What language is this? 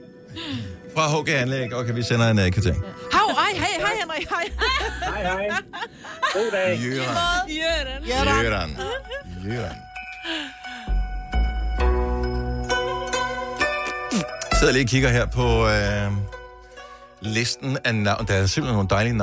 Danish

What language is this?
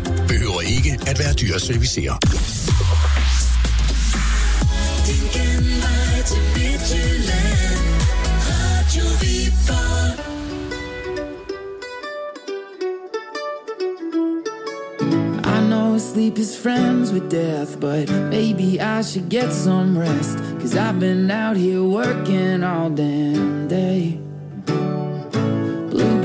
Danish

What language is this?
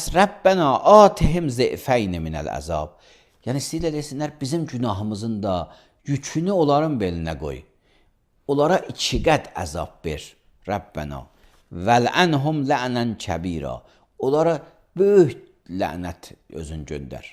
Azerbaijani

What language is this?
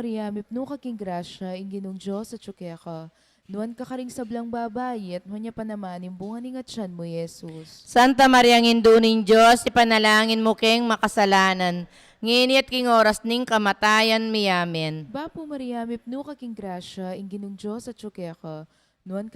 Pampanga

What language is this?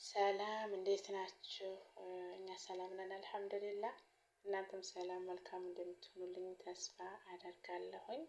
Amharic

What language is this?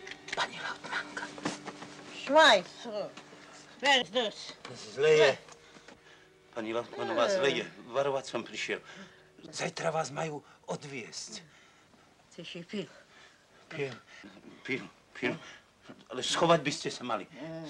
Slovak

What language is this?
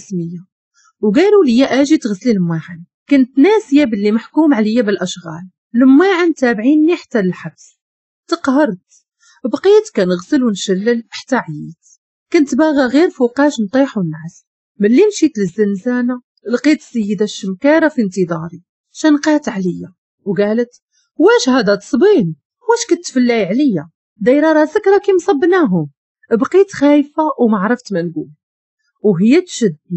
Moroccan Arabic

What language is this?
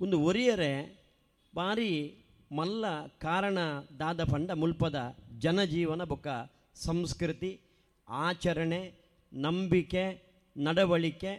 Tulu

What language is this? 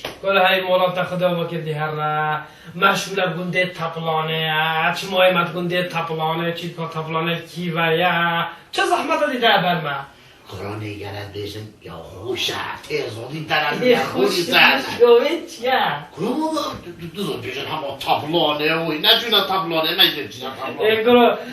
Kurdish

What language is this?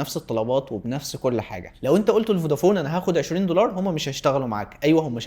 Egyptian Arabic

